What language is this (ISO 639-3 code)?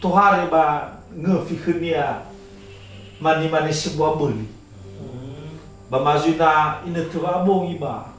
nia